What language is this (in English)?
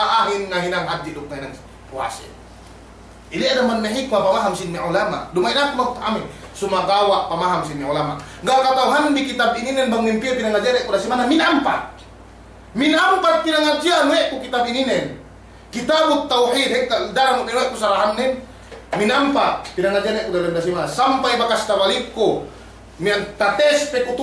Yakan